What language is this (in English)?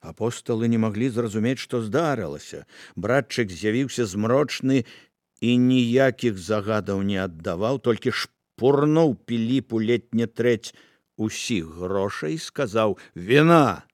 Belarusian